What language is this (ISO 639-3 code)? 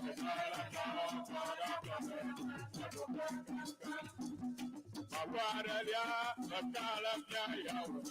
ewe